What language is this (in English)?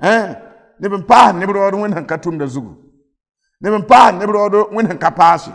Mossi